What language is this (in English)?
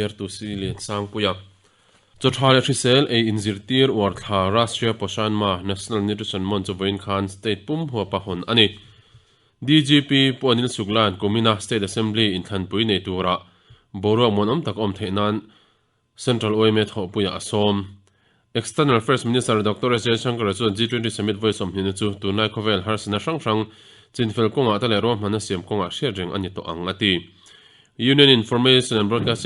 Mizo